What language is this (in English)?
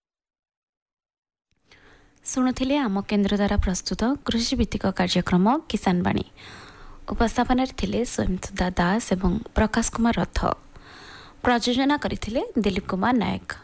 Odia